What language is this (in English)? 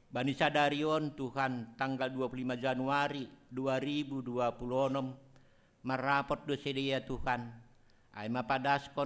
Batak Simalungun